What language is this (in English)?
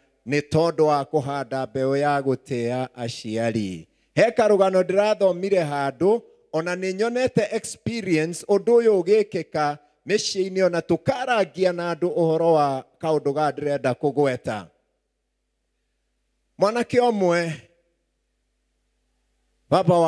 Kikuyu